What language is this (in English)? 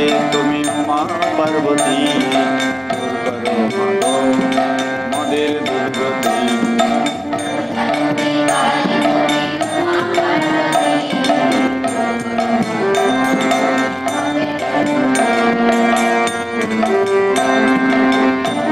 Bangla